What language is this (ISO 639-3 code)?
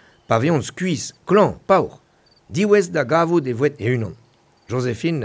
bre